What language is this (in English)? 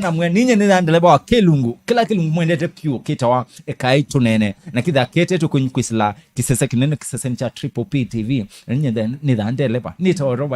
Kamba